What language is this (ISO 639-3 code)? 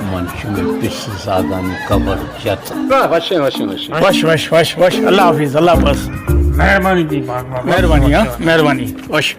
bal